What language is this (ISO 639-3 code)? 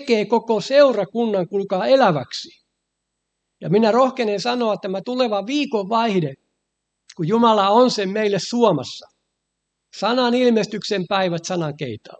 fin